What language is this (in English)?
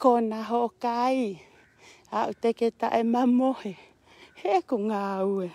Tongan